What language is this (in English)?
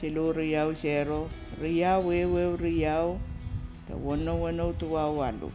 Pohnpeian